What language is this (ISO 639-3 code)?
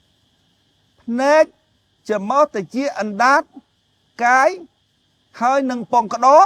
khm